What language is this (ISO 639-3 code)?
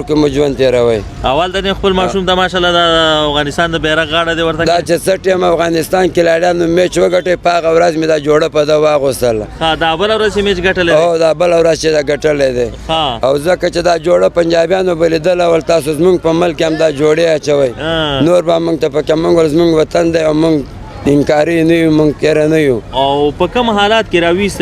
pus